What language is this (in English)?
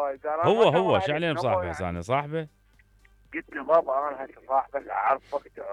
Mesopotamian Arabic